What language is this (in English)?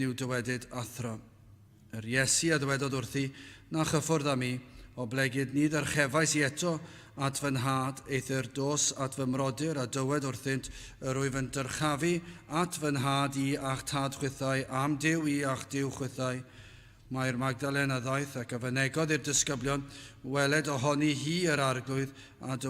Welsh